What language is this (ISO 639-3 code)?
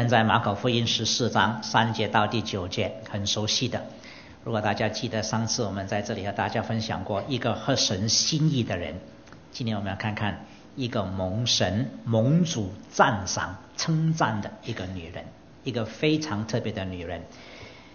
zho